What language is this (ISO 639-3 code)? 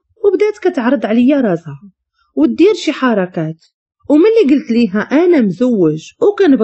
ary